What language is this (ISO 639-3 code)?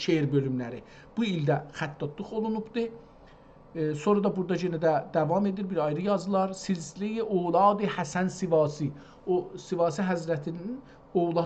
azb